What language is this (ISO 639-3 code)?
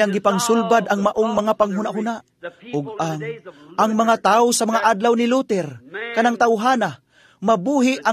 ceb